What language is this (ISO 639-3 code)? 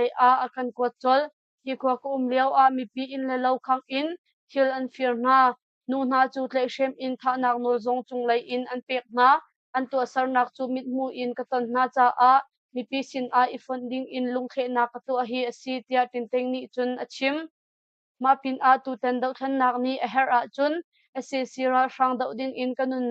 cnh